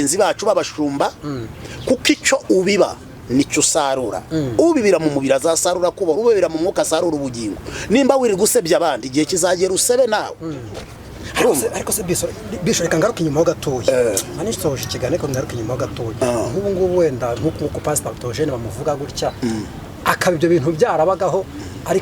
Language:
Kinyarwanda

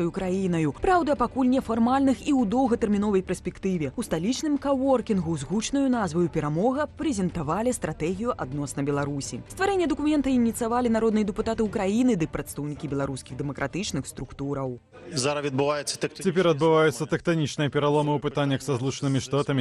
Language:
Belarusian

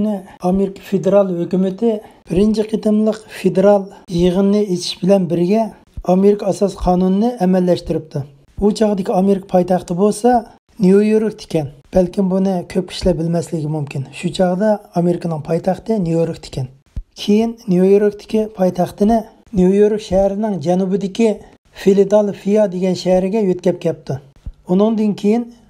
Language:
Uyghur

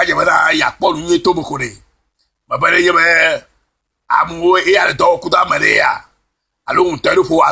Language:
Ewe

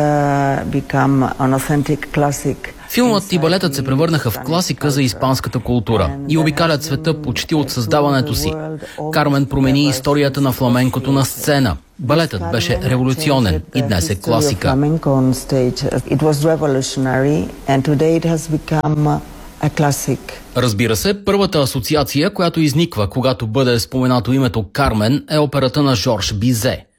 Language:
Bulgarian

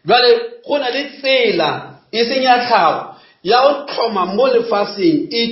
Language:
Northern Sotho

